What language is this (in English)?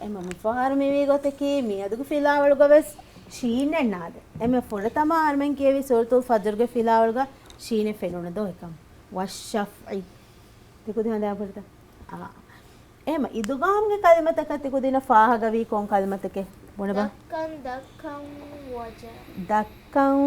Divehi